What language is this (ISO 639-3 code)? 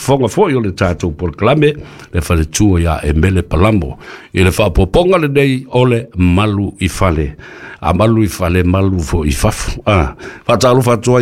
smo